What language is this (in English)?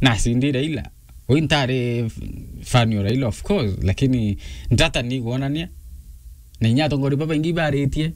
Meru